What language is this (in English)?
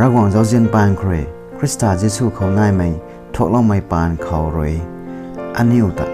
Rongmei Naga